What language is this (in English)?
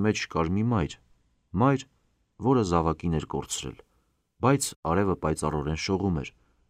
Armenian